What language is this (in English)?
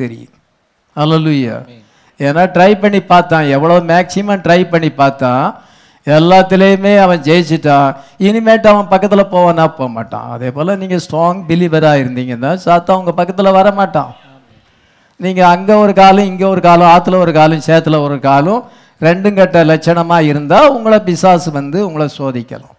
Tamil